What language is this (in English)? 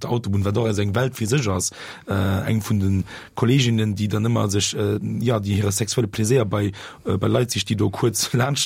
Luxembourgish